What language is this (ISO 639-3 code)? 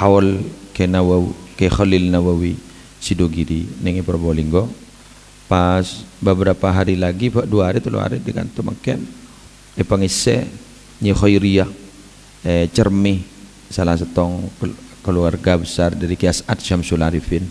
mad